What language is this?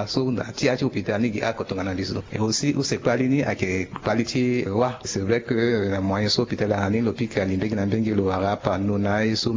Sango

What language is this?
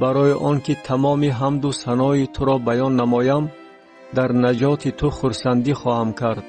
Tajik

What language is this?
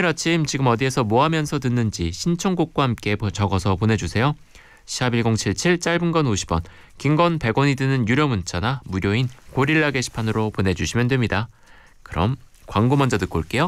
Korean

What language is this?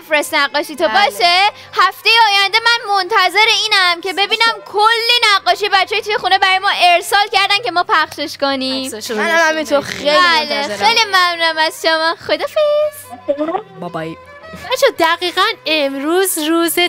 Persian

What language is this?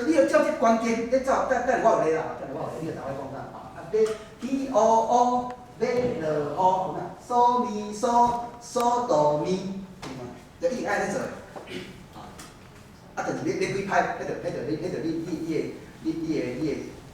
Min Nan Chinese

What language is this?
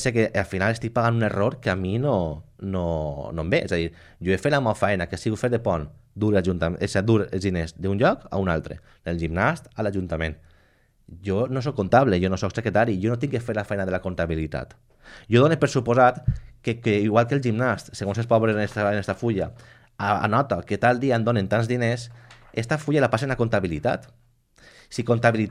Catalan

